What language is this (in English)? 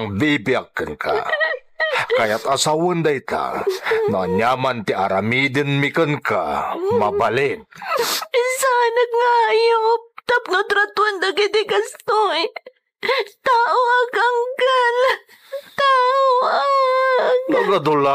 Iloko